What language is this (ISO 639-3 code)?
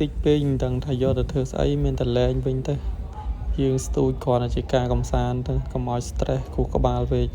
khm